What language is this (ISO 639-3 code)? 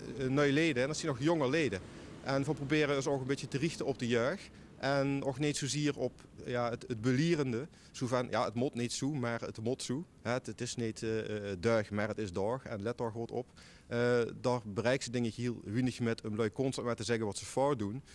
lim